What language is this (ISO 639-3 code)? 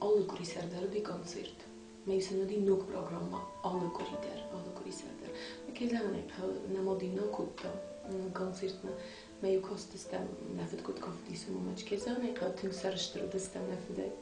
oss